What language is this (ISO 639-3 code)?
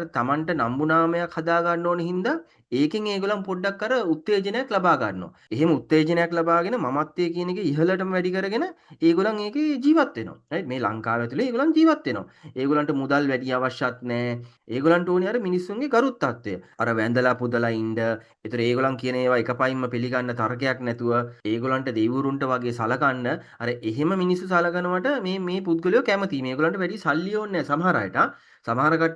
sin